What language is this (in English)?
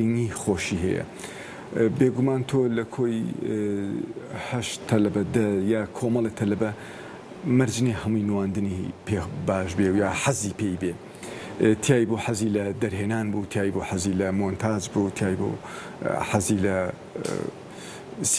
Central Kurdish